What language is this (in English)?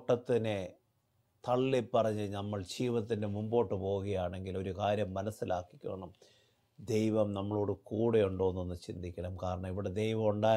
Malayalam